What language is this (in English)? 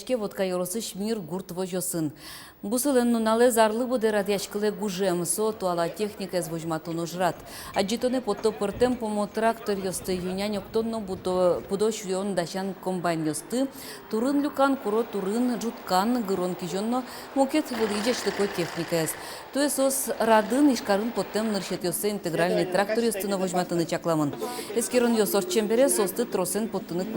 Udmurt